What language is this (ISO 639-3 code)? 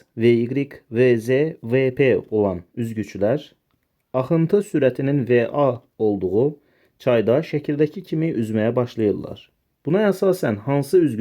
aze